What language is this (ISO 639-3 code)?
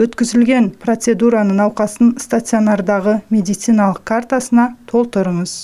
kaz